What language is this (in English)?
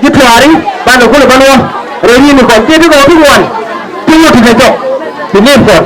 Nuer